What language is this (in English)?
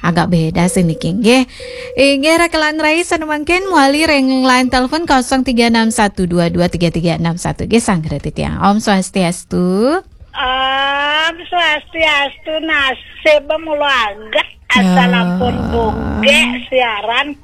Balinese